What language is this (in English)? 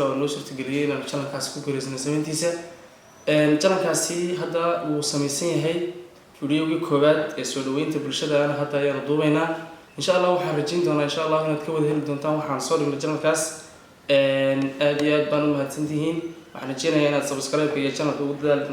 Somali